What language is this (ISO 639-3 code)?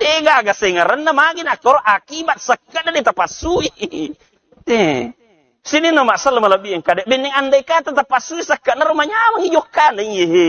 bug